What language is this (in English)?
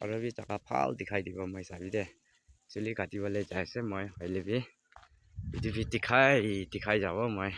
Naga Pidgin